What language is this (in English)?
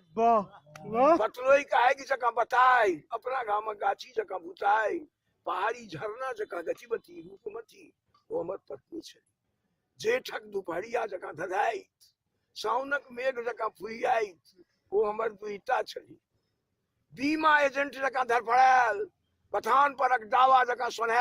Maithili